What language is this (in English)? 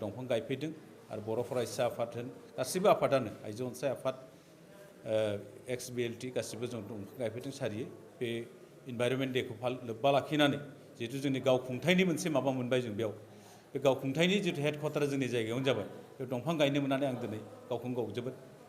Bodo